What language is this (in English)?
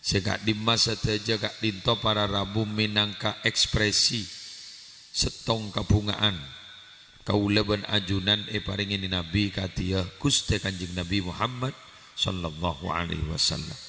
Madurese